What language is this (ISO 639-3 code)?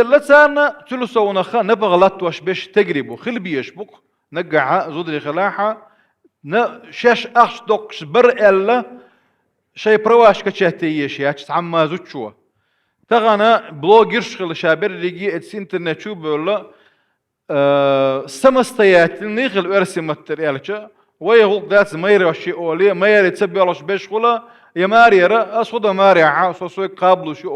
che